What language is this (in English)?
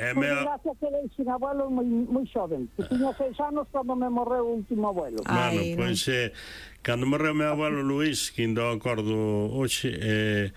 Galician